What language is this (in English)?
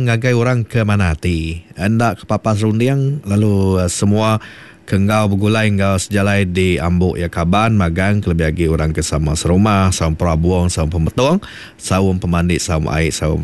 Iban